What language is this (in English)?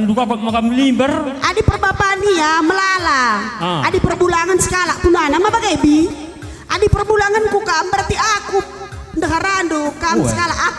Batak Karo